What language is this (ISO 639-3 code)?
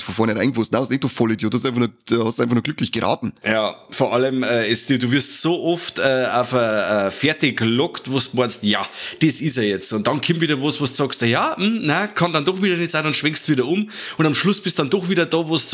bar